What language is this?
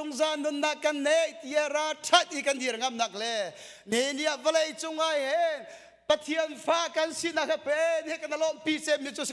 Hakha Chin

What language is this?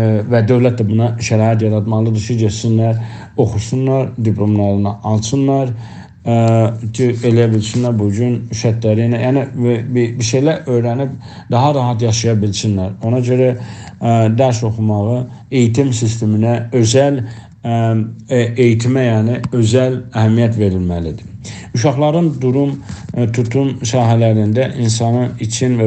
South Azerbaijani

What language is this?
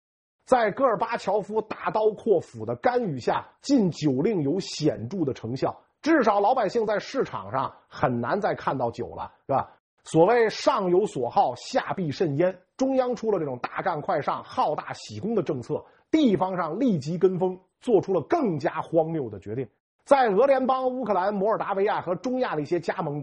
Chinese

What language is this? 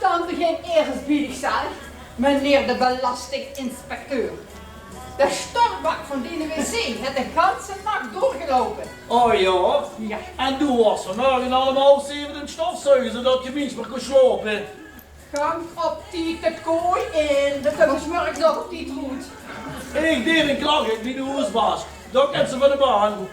Limburgish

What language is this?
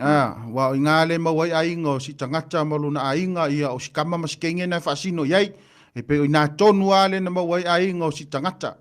Samoan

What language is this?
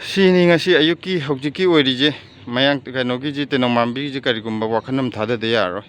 Manipuri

